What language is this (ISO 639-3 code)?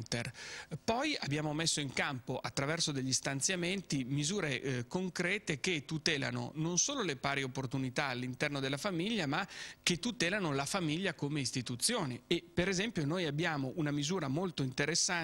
ita